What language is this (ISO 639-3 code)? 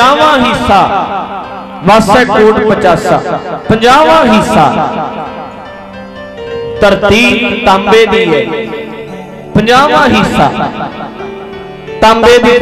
pan